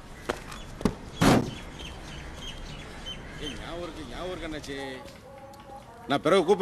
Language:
Tamil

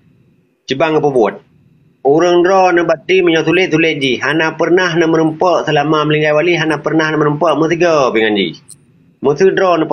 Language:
Achinese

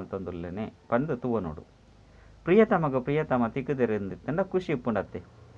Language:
Tulu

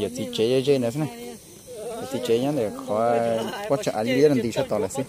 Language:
Hmong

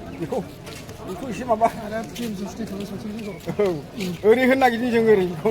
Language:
Bodo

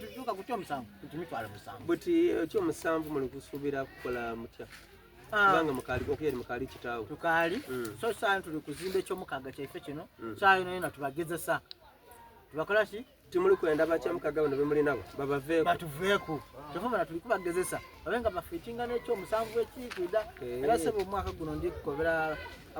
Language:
Soga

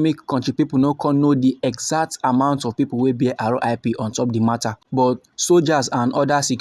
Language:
Nigerian Pidgin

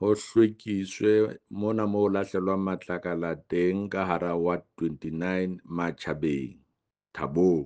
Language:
Southern Sotho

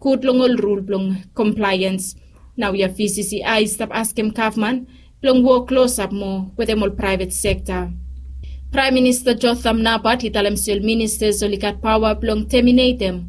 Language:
Bislama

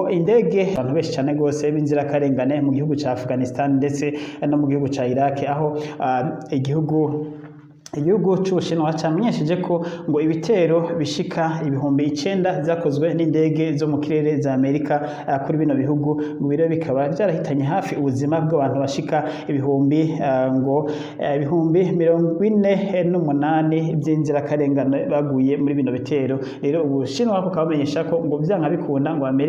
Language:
Rundi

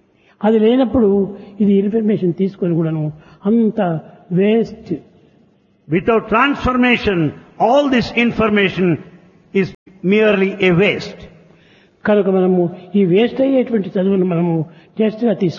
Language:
Telugu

